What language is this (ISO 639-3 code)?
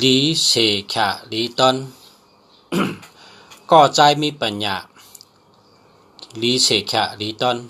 shn